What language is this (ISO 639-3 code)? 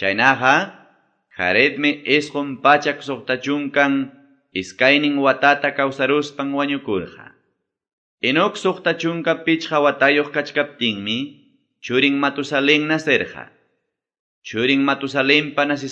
que